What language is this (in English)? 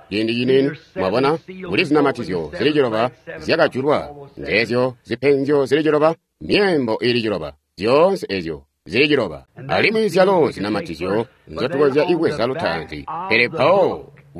Tonga (Zambia)